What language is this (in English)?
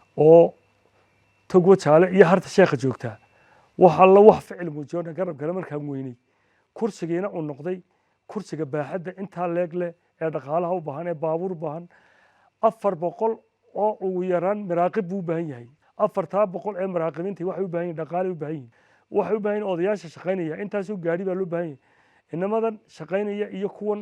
Somali